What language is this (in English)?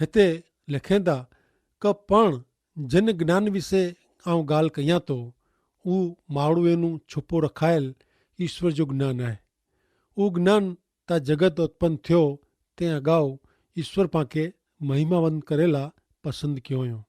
Kachhi